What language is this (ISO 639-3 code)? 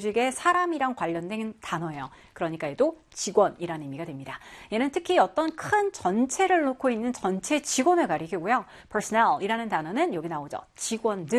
kor